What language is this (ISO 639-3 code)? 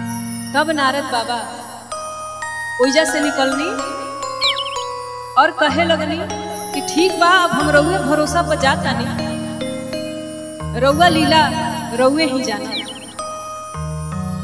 bho